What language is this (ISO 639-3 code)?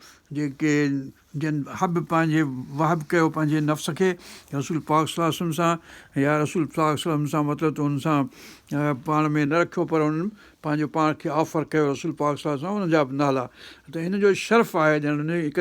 snd